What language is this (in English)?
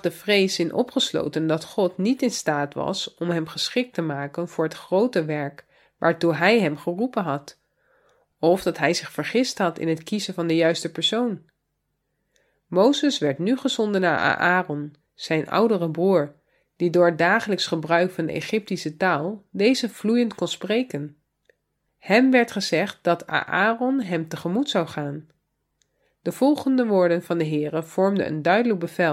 Dutch